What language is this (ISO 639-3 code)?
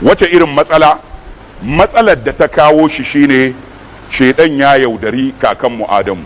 hau